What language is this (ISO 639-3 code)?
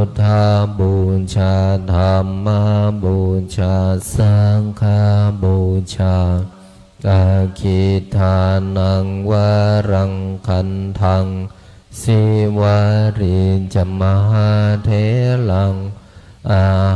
pli